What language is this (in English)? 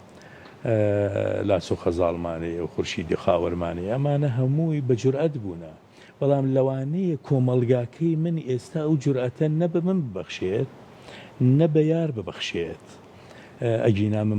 Central Kurdish